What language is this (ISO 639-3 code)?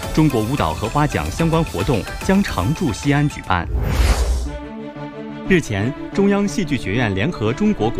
zho